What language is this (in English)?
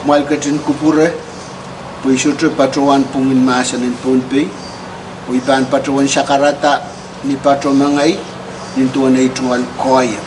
Pohnpeian